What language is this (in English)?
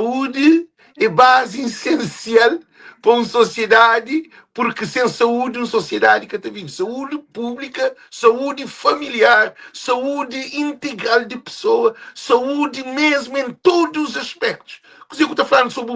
Kabuverdianu